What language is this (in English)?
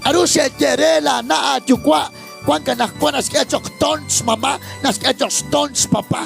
Kekchí